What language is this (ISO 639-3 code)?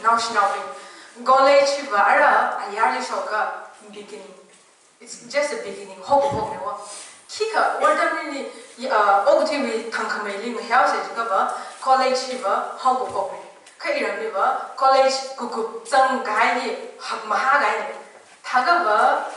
nmf